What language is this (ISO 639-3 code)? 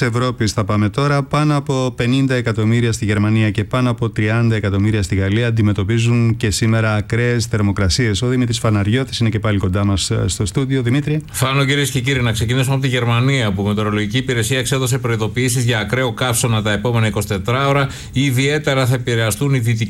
ell